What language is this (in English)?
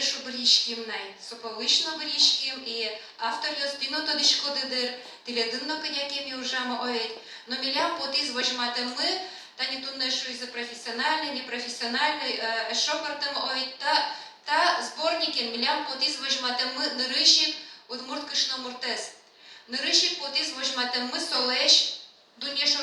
Udmurt